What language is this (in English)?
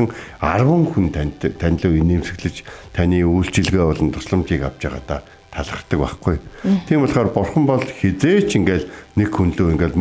Mongolian